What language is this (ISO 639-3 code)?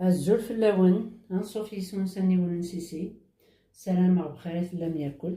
kab